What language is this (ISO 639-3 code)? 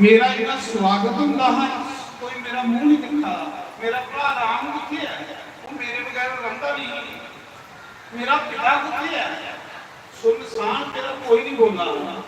doi